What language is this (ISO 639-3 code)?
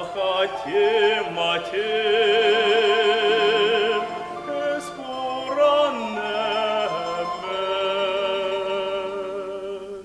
chv